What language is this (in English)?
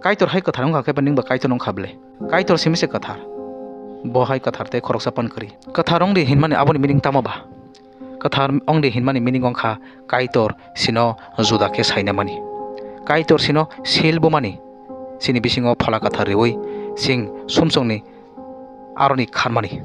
Kok Borok